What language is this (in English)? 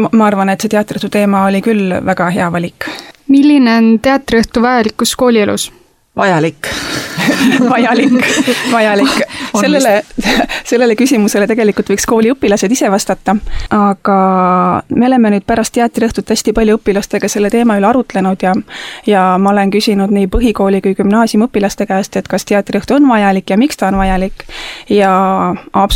Estonian